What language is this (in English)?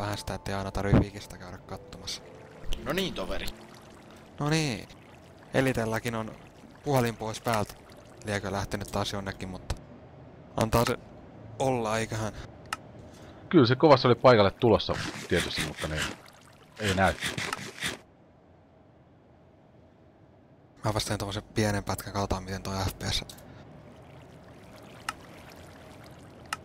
Finnish